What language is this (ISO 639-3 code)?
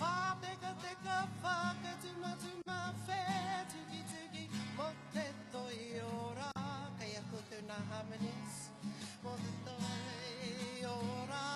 mri